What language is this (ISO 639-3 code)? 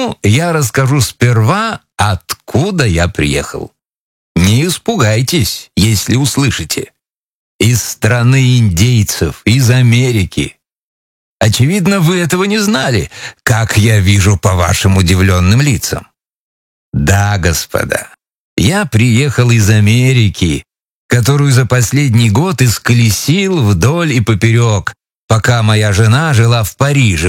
rus